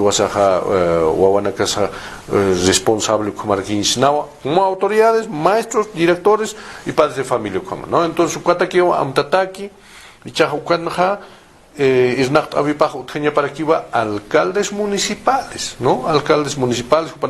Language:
Aymara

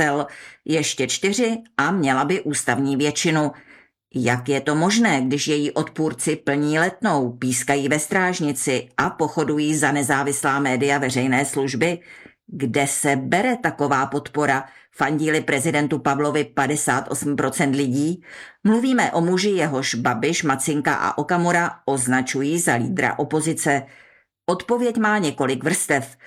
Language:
Czech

